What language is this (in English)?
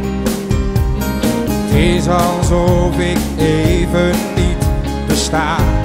Dutch